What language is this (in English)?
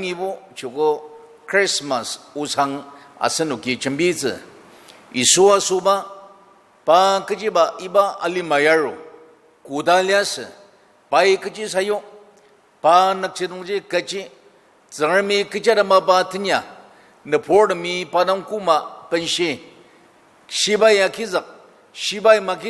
Ao Naga